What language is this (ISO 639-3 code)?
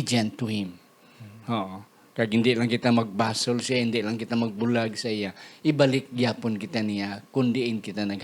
hil